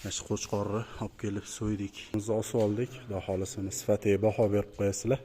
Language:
Uzbek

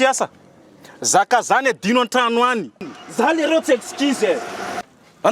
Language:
Malagasy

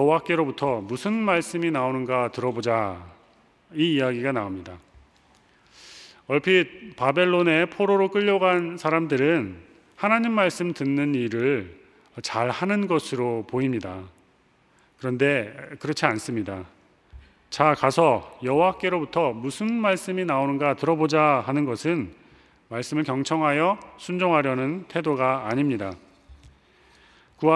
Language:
Korean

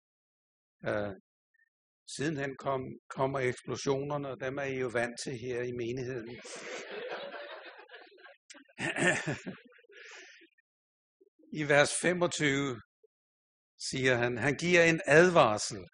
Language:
Danish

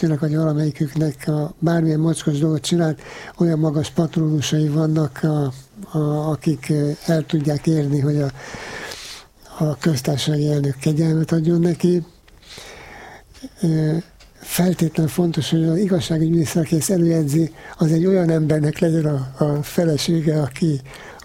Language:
Hungarian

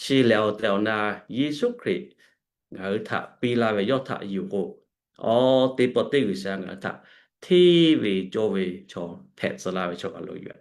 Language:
Lahu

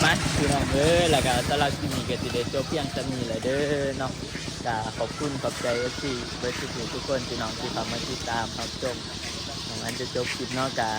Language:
Northeastern Thai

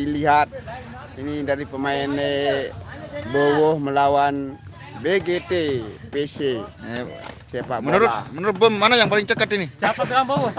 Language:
Sasak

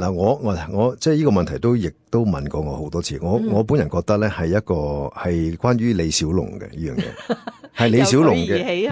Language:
Cantonese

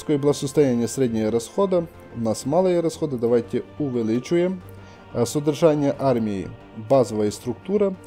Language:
Russian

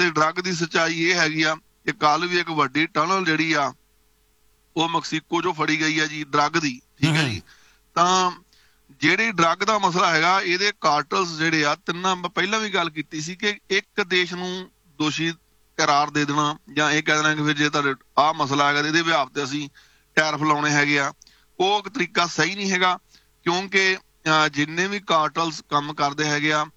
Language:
Punjabi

